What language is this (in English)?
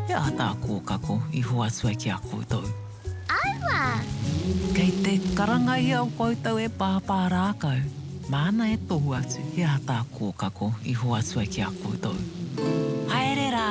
Māori